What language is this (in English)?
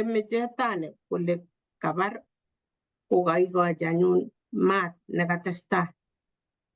Kalenjin